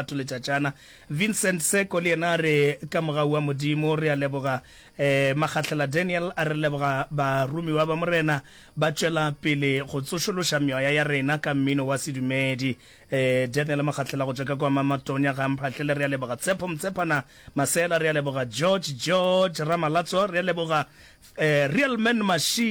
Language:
Northern Sotho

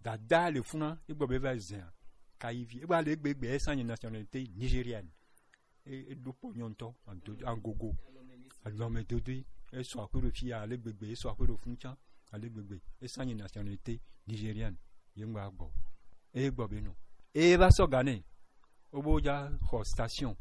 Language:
Gen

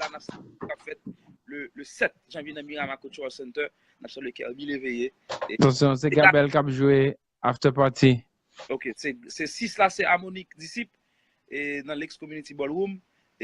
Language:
Haitian Creole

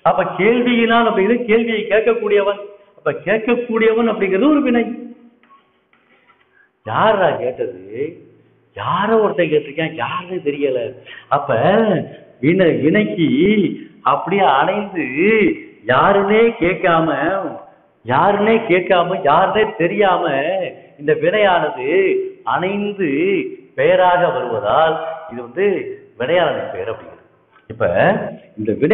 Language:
Tamil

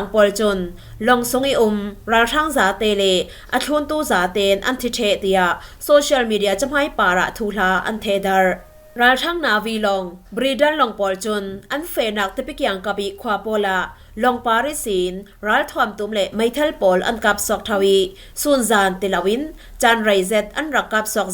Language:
Falam Chin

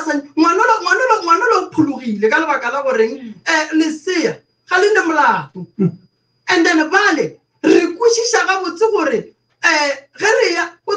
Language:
Northern Sotho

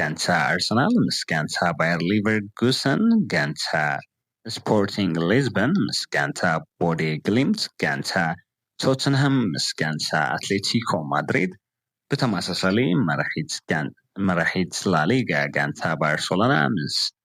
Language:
Tigrinya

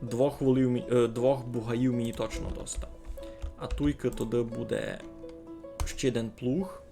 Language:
Rusyn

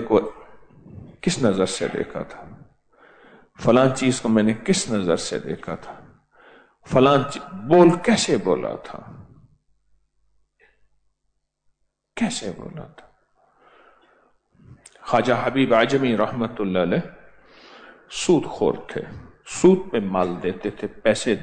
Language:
Urdu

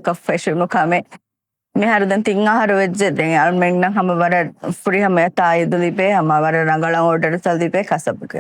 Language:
Divehi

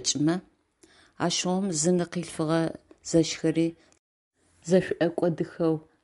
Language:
Adyghe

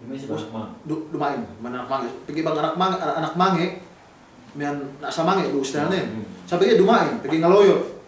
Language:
Yakan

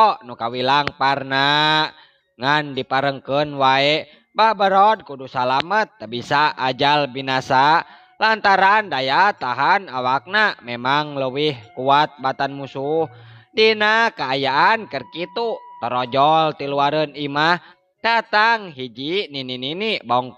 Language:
Sundanese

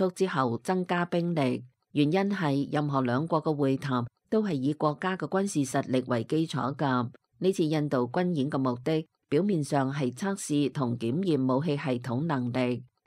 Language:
Cantonese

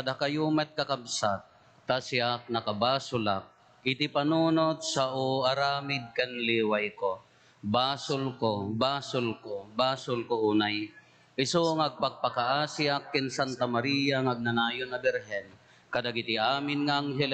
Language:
Iloko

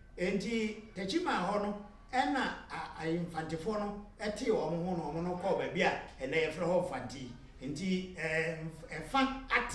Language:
Akan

